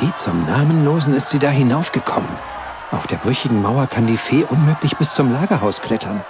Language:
Bavarian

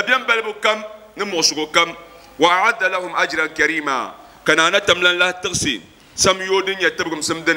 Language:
Dagbani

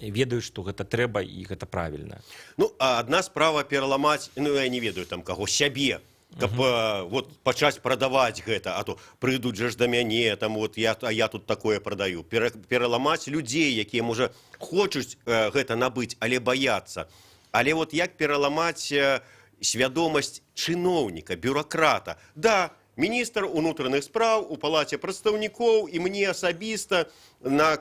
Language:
Belarusian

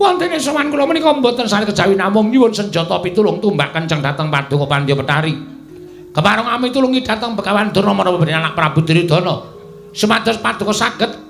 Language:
Javanese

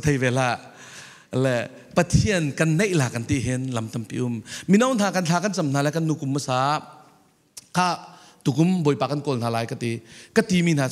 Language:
Falam Chin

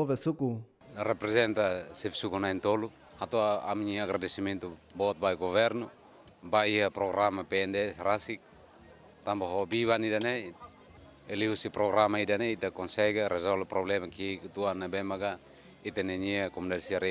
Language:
Tetum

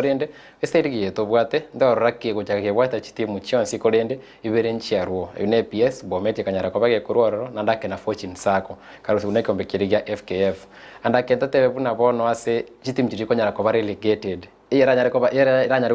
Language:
Gusii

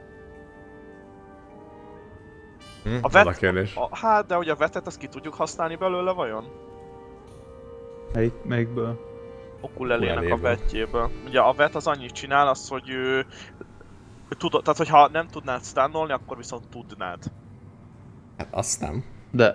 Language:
Hungarian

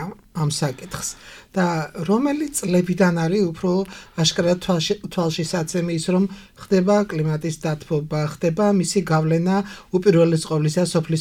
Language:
Georgian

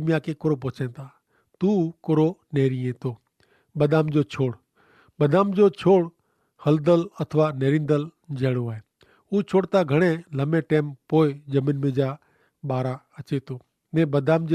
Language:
Kachhi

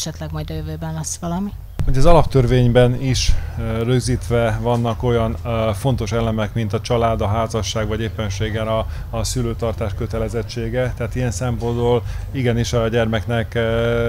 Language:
Hungarian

